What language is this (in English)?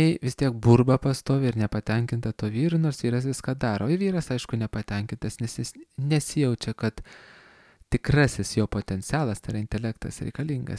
Lithuanian